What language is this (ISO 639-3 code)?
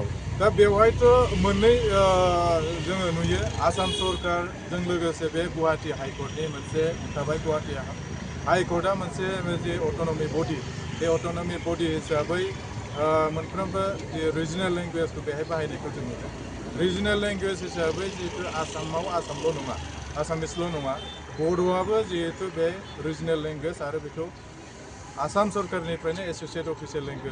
brx